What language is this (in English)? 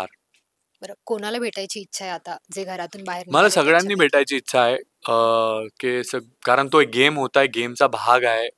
Marathi